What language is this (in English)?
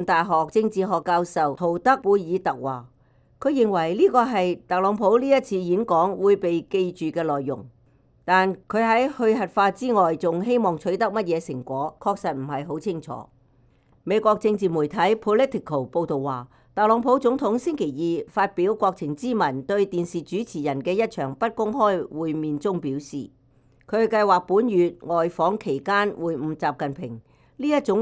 Cantonese